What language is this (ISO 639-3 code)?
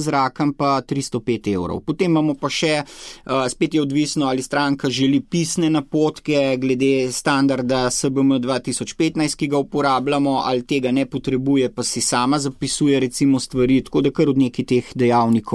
slv